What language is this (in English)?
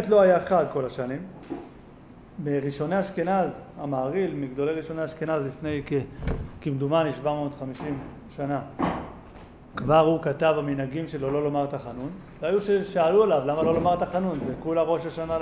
Hebrew